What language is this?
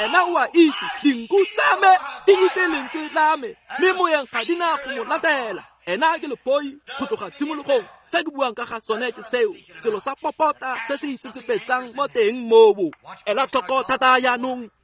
Tswana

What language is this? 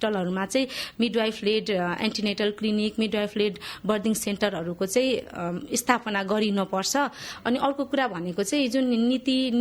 Nepali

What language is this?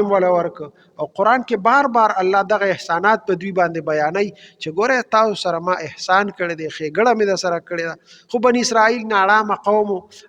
Pashto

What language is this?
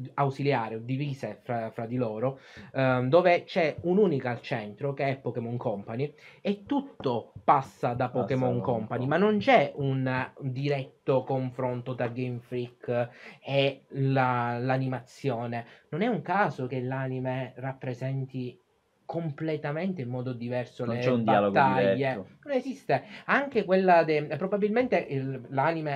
Italian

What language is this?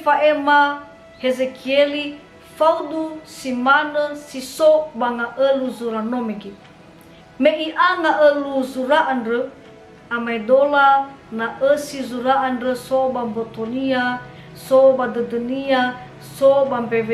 Nias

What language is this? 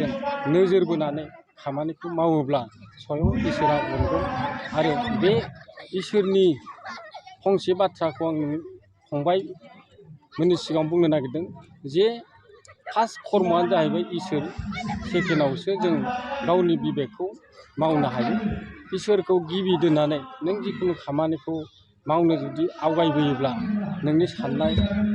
Bodo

